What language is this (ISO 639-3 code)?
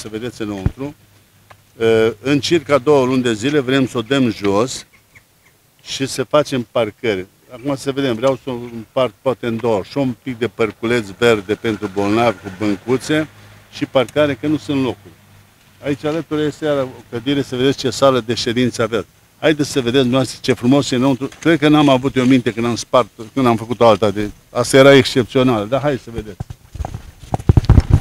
ron